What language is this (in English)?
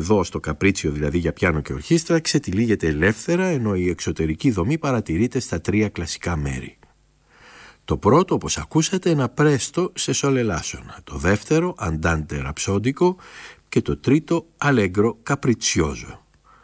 Greek